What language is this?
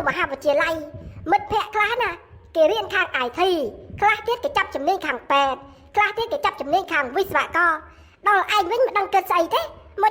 Khmer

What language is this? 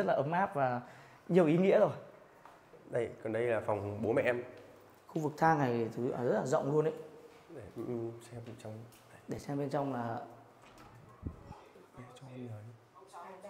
Vietnamese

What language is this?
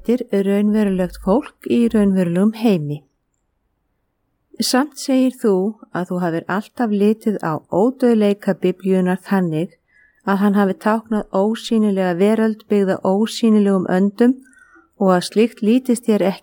Icelandic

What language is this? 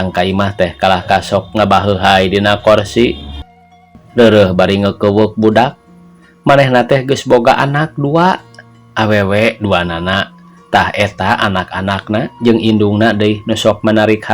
Sundanese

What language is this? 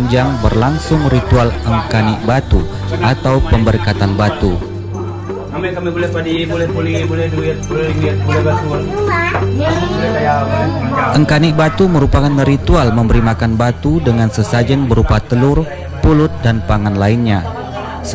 Indonesian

